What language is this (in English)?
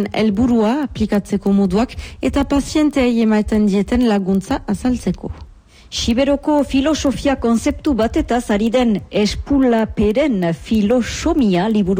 Basque